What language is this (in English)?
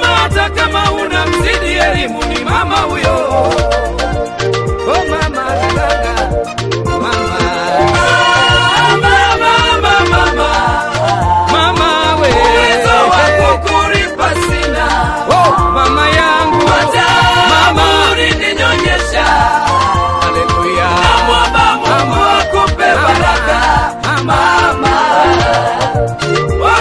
Swahili